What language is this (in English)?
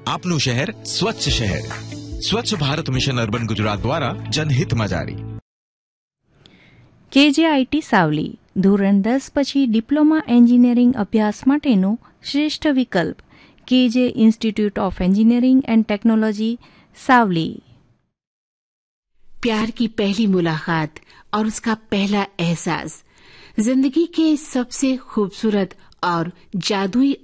Gujarati